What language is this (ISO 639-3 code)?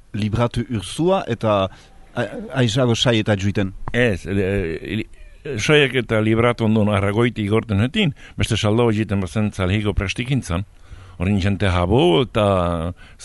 eus